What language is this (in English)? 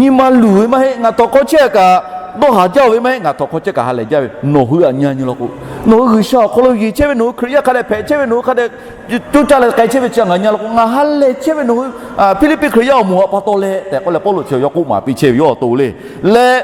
Lahu